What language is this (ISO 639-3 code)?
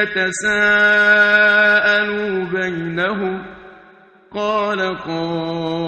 kur